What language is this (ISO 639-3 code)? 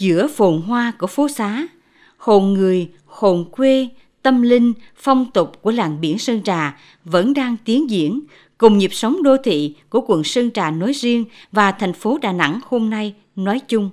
vie